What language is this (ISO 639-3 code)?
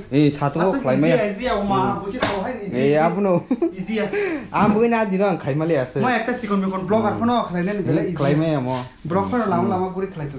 trp